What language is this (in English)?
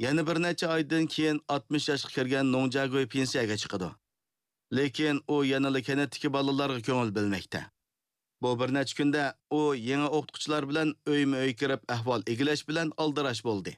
Uyghur